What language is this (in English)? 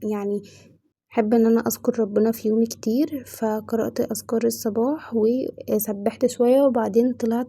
Egyptian Arabic